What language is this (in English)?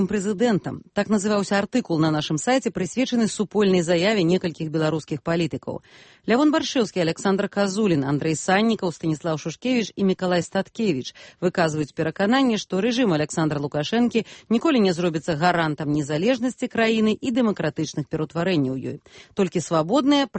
Belarusian